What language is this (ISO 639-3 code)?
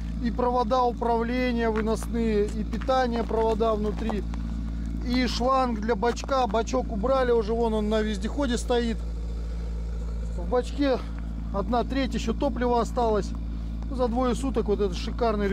rus